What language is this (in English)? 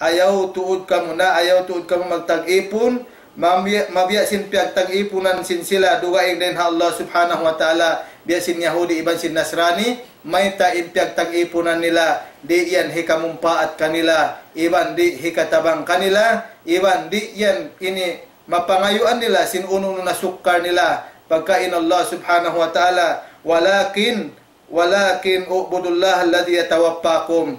Tausug